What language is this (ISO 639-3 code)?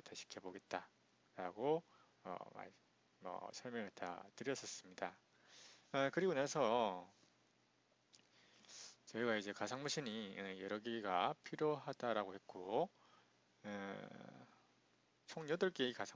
kor